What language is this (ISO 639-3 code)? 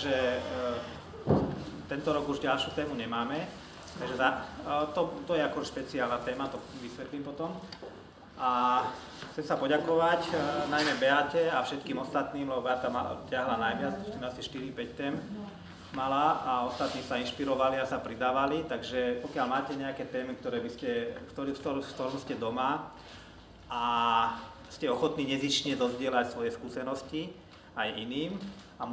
slk